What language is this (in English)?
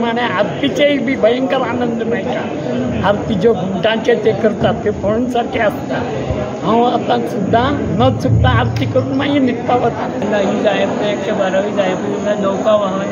Konkani